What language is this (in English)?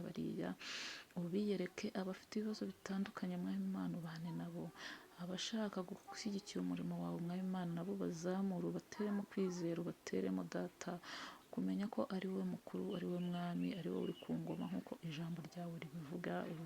Kinyarwanda